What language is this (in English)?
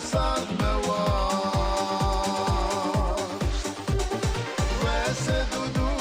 Ossetic